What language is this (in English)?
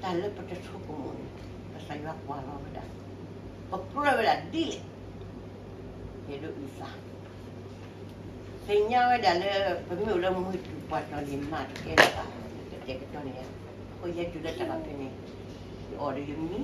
S'gaw Karen